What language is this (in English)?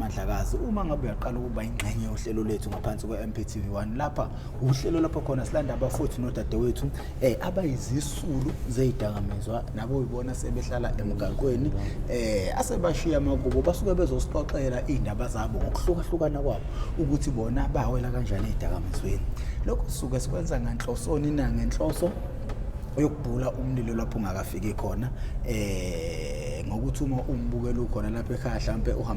Zulu